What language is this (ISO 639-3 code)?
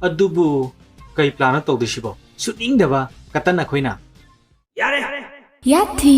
mni